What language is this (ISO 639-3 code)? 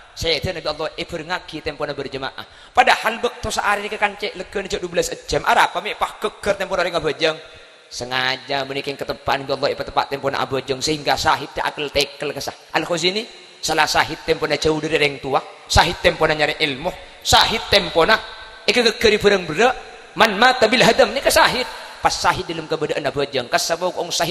mad